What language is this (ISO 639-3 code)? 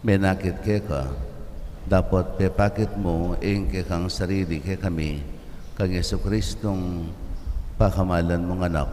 pam